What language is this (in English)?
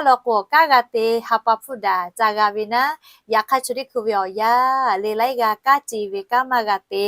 Lahu